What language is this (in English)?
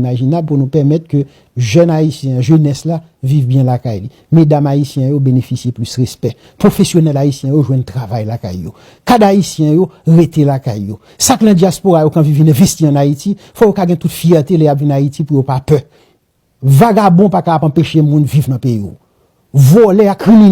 Haitian Creole